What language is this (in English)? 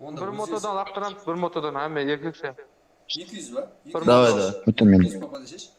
Kara-Kalpak